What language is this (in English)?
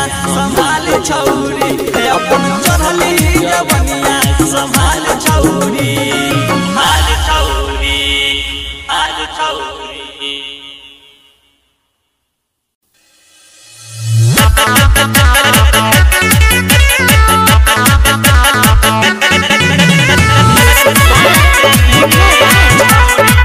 Bhojpuri